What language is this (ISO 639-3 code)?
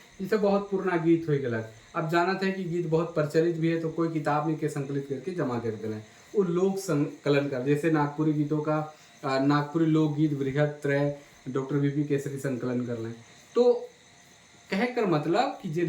sck